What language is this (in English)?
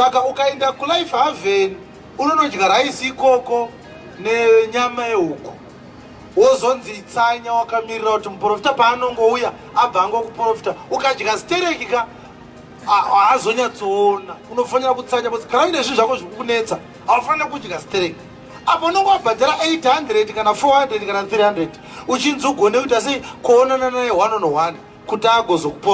Shona